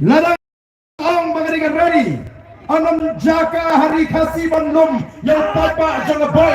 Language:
Khasi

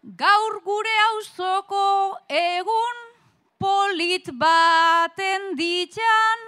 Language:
Basque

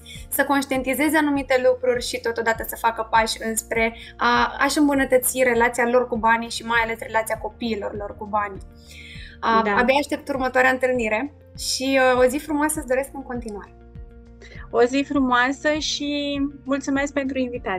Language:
Romanian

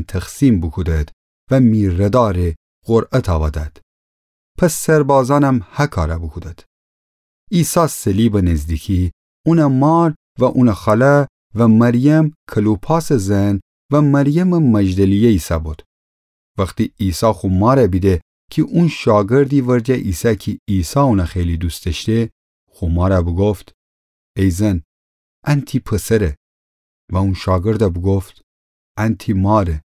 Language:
Gilaki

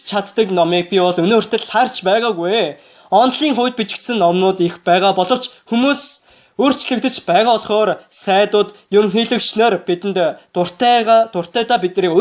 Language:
Mongolian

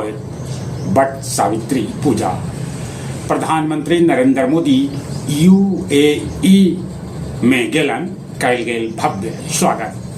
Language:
Magahi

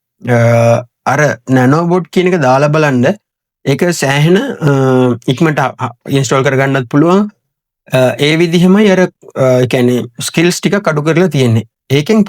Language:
Sinhala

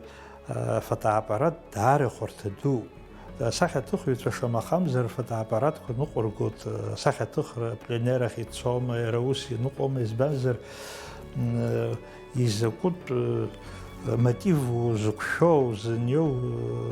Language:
Abkhazian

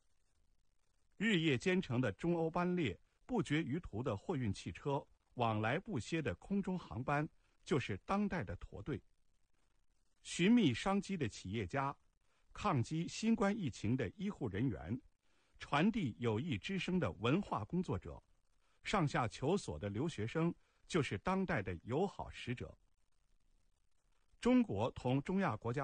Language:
Chinese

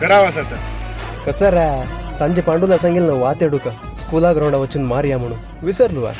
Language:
Konkani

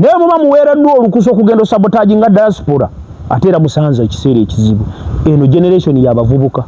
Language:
Ganda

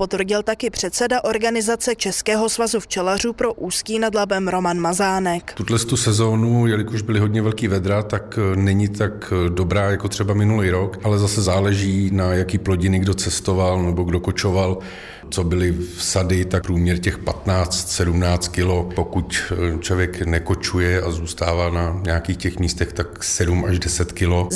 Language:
Czech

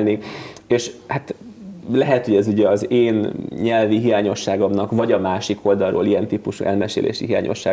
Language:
Hungarian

